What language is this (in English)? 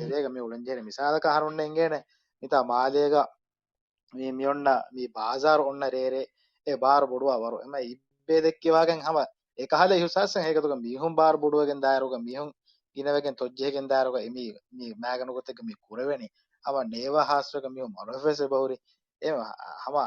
Divehi